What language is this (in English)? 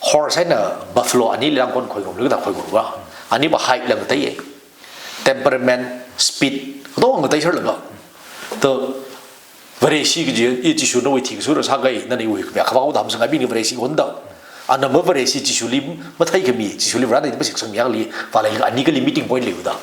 Tangkhul Naga (India)